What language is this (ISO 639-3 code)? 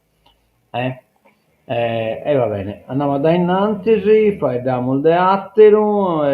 srd